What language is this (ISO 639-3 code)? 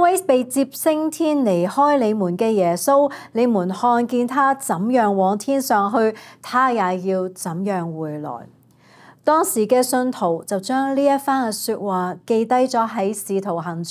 yue